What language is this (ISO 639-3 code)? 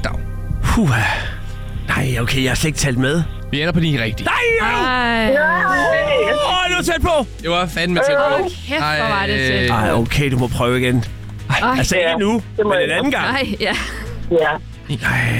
dan